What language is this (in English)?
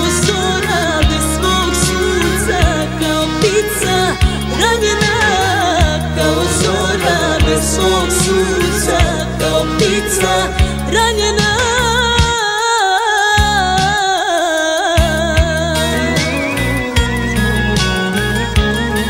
Serbian